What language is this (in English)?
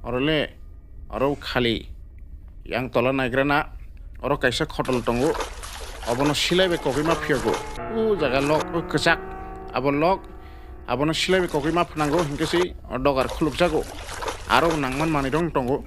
Kok Borok